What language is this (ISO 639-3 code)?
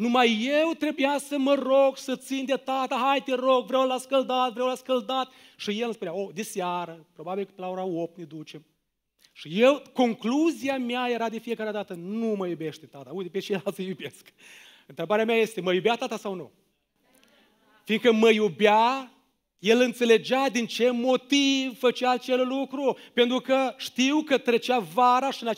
ron